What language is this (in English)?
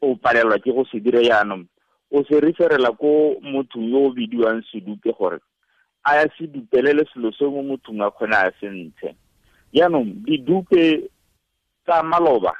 Tswana